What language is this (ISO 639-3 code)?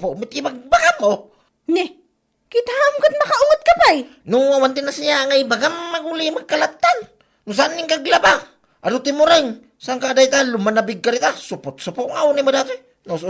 ilo